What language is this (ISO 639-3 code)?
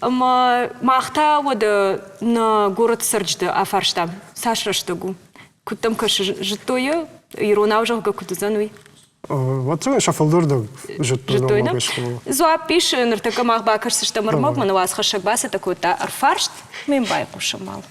oss